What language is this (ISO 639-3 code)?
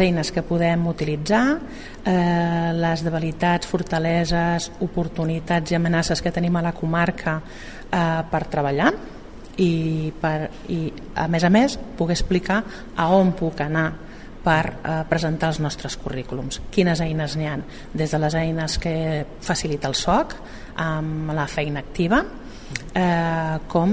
cat